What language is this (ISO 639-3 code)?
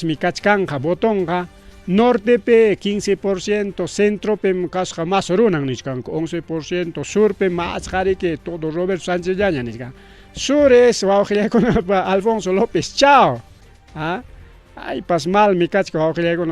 quy